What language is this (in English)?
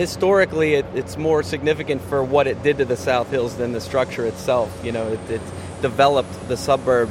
English